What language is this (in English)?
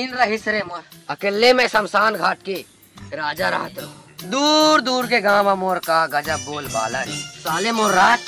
Chhattisgarhi